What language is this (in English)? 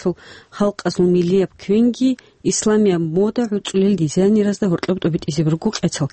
Avaric